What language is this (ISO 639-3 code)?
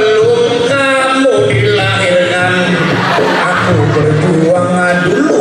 bjn